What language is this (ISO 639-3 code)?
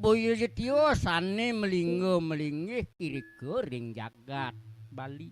ban